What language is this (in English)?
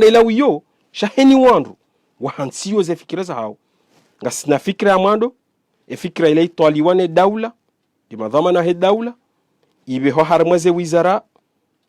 Ngazidja Comorian